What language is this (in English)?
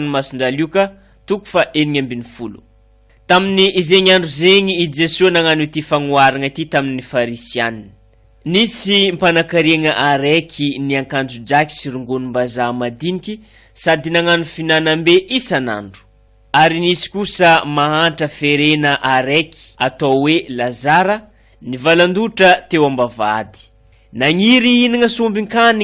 Malagasy